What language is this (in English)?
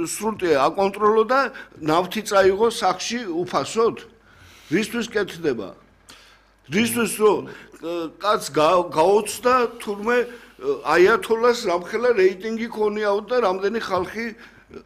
Georgian